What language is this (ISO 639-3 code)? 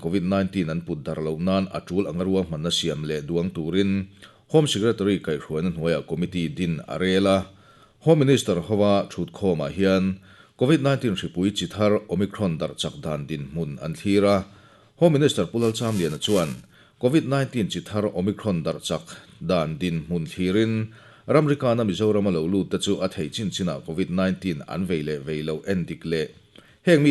lus